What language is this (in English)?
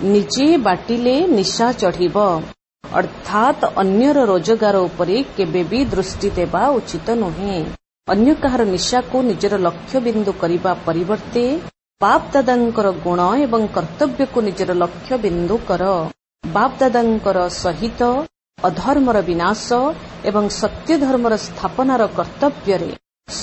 Odia